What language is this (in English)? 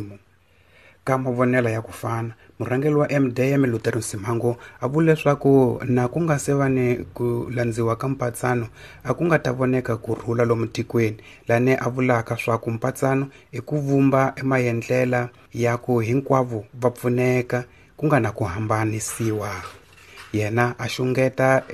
Tsonga